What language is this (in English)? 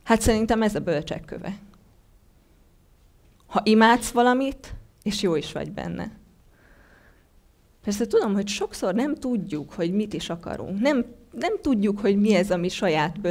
Hungarian